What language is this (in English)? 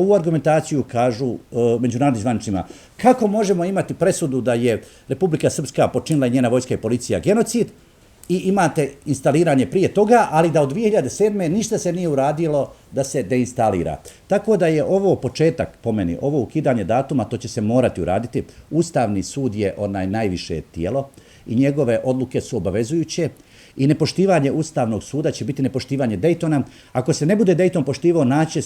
Bosnian